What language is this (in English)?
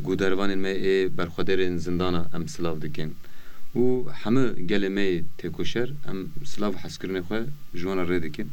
Kurdish